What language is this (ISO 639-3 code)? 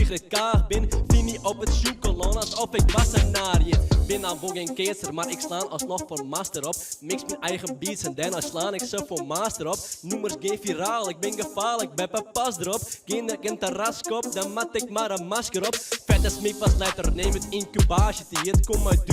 fry